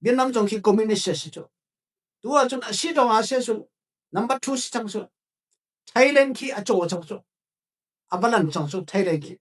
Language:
Falam Chin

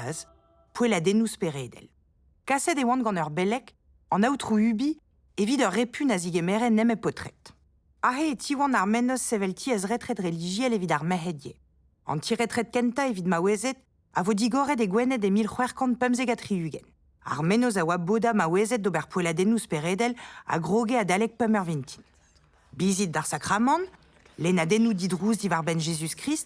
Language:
Breton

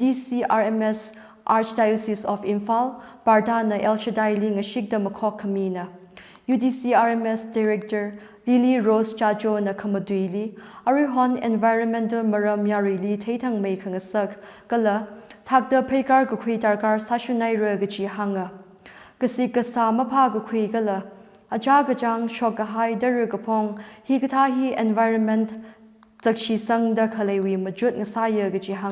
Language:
Tangkhul Naga (India)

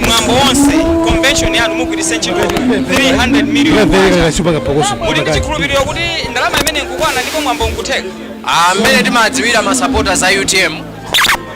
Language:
Nyanja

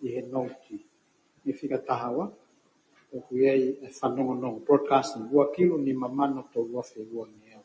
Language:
Tongan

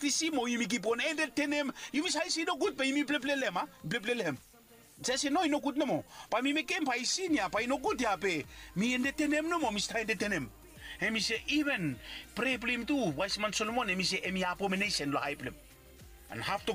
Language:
Bislama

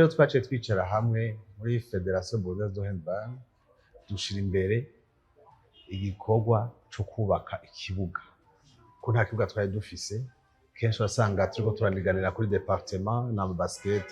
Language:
Rundi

